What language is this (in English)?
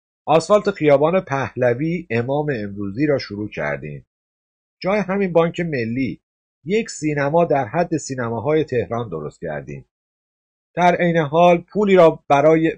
Persian